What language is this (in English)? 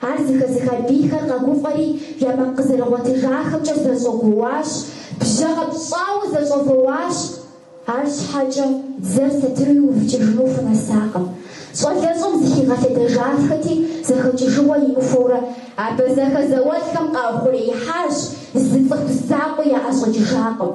Kabardian